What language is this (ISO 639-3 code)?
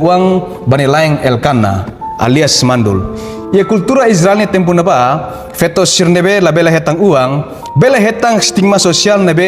tet